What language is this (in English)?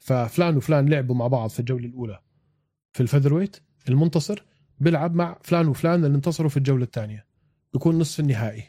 North Levantine Arabic